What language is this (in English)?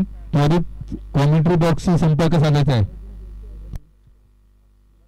Marathi